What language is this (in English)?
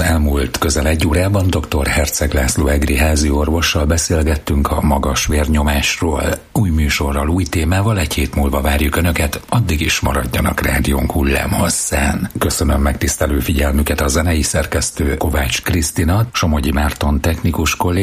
Hungarian